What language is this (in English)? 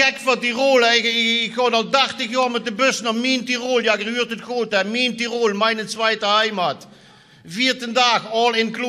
Limburgish